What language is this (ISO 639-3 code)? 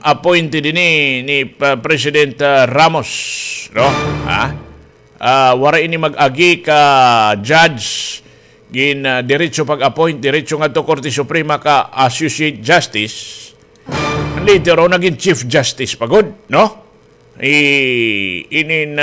war